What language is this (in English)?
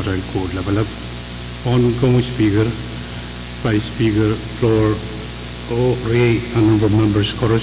Pohnpeian